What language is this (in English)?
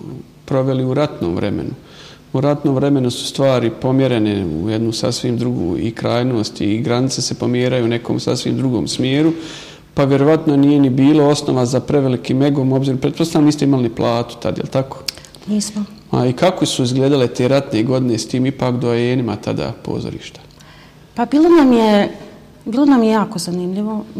Bosnian